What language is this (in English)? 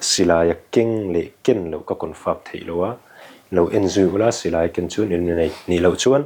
Mizo